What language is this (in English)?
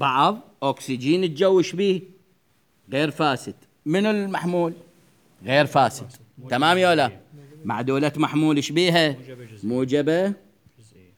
Mesopotamian Arabic